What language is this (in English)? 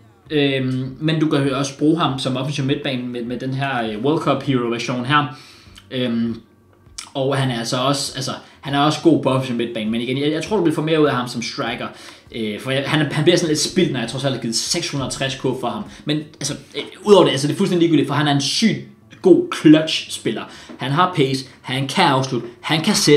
Danish